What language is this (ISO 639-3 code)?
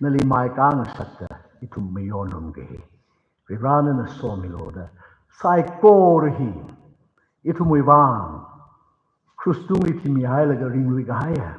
nmf